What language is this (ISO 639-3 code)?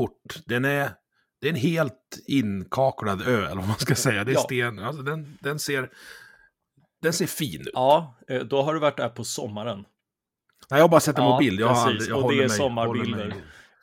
swe